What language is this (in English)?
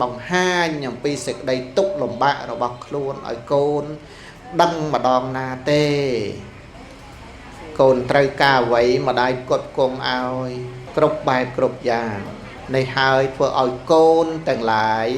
Khmer